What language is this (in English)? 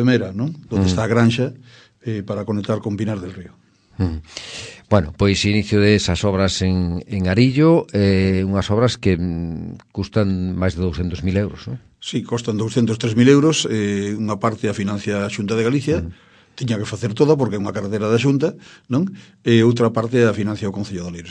Galician